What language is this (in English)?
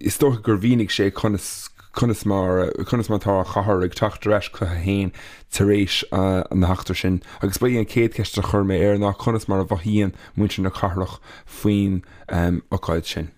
Irish